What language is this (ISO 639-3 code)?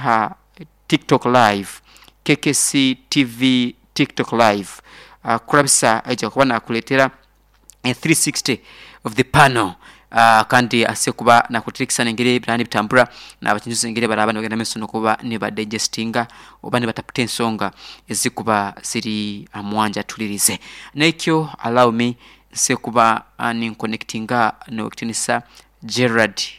nyo